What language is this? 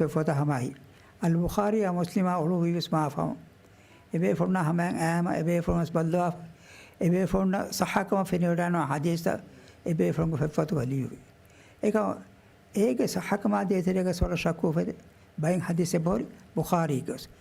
Divehi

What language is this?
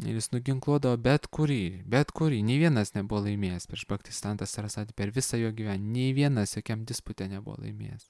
Lithuanian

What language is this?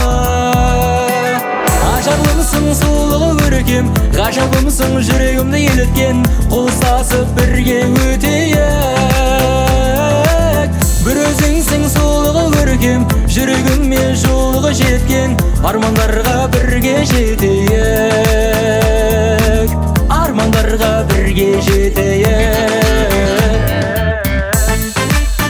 Kazakh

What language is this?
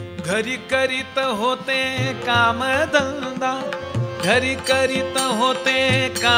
Marathi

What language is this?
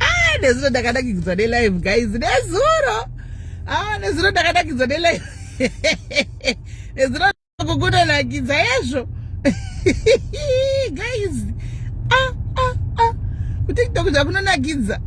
Shona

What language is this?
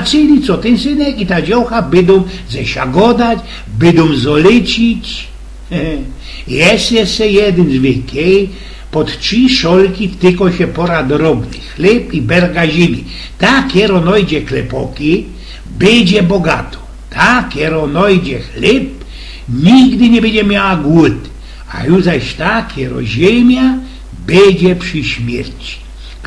Silesian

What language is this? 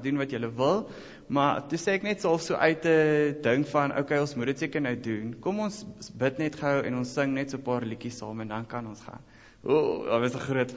Afrikaans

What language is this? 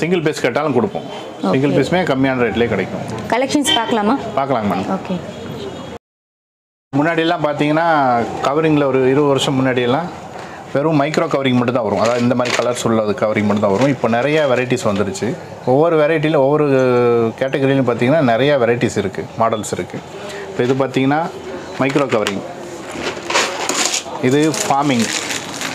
Tamil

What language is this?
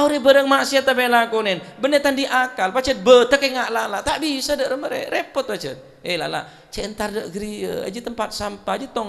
Madurese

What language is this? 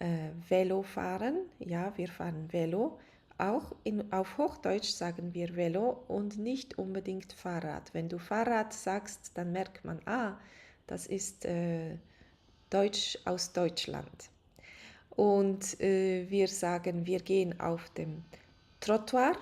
Swiss German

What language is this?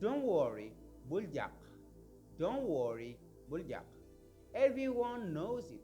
Wolof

